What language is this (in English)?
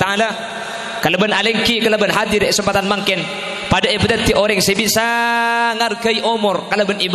Madurese